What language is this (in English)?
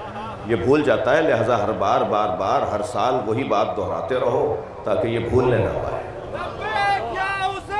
Urdu